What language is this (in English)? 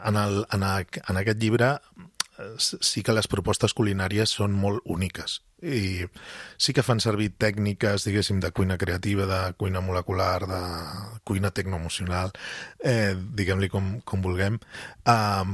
Catalan